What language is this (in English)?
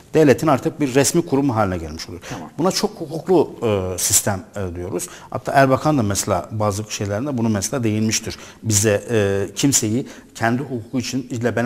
Turkish